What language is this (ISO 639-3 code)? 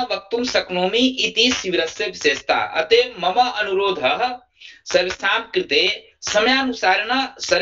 san